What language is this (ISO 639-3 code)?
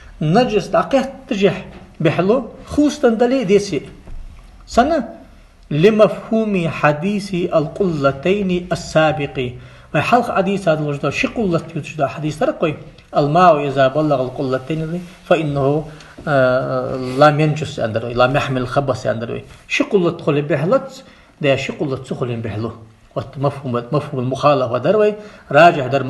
inh